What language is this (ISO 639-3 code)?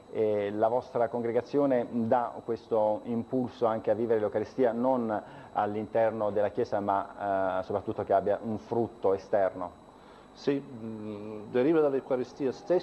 ita